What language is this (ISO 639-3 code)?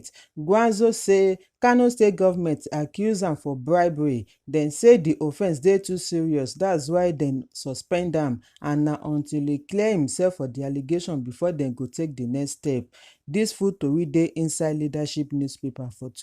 pcm